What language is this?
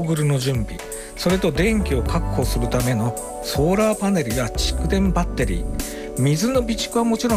Japanese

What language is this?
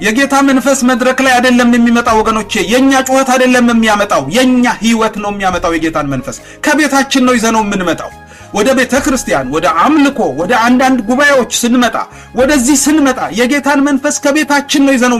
Amharic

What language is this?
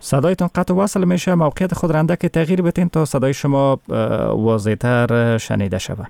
Persian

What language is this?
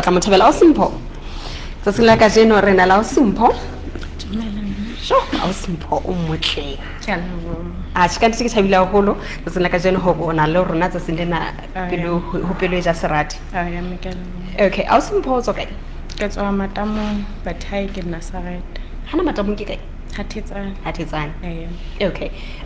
Southern Sotho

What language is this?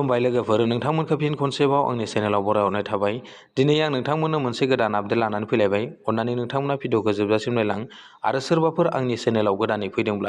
Bodo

